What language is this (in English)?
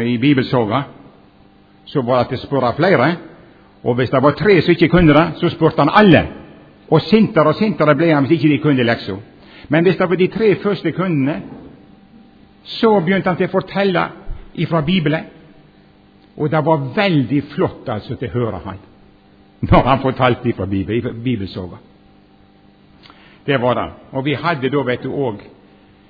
Norwegian